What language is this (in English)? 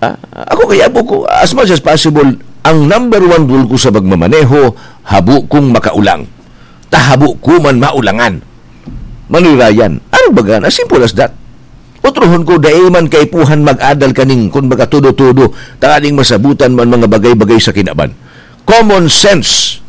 Bikol